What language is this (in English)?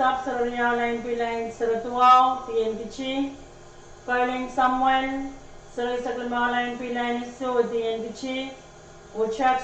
Pohnpeian